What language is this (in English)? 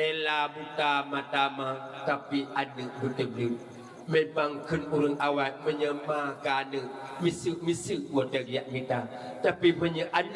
Achinese